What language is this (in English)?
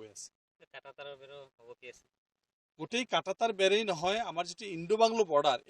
Assamese